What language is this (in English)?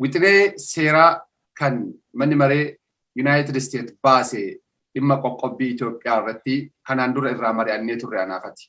Oromo